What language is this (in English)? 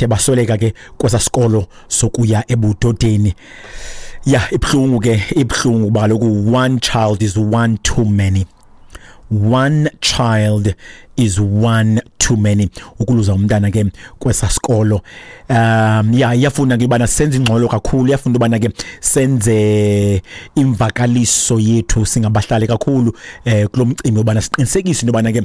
Xhosa